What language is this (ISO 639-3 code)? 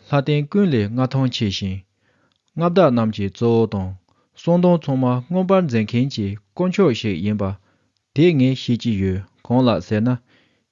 bod